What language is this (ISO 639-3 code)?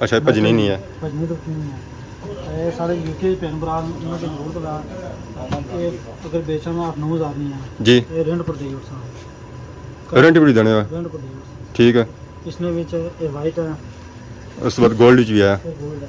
phr